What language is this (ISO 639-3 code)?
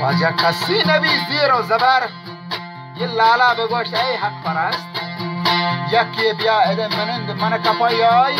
bgp